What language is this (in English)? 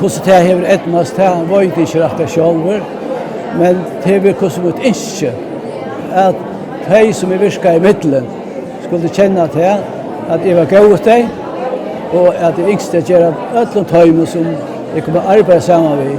Faroese